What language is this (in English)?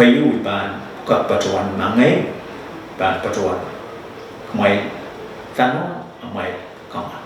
Pohnpeian